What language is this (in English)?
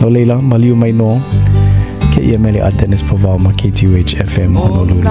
Hawaiian